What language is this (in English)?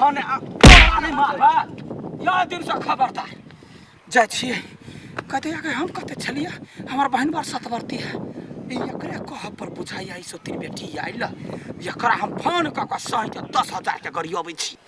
Maithili